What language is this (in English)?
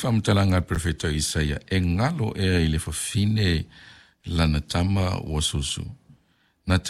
Samoan